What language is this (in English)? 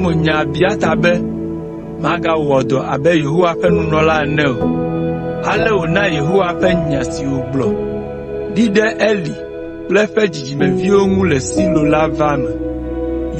Ewe